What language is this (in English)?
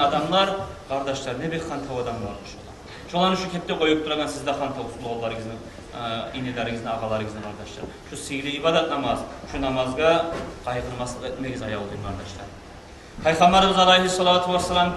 Kumyk